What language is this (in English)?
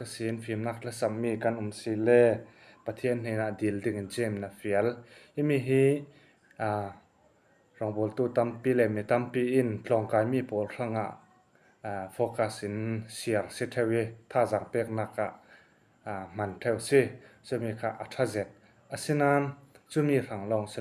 Falam Chin